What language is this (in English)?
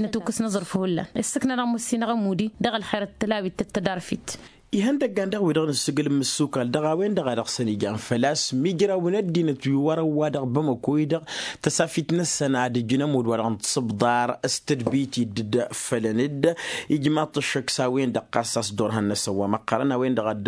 Tamasheq